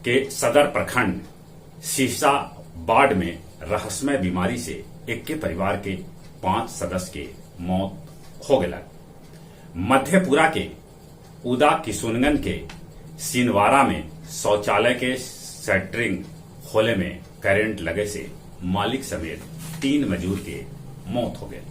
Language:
Magahi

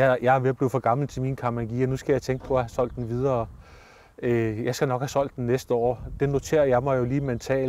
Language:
Danish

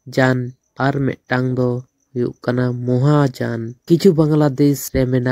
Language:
Santali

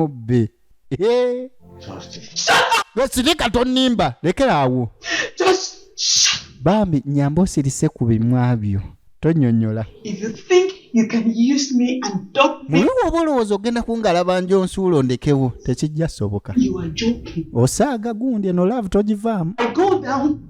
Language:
Ganda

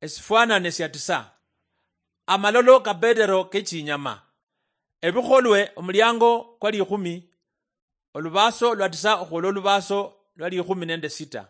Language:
Luyia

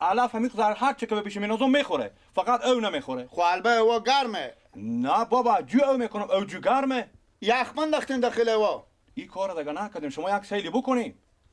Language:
Persian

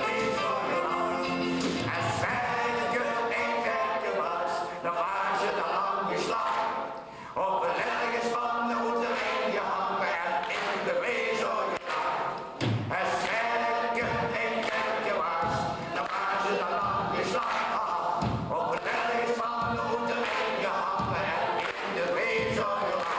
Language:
Limburgish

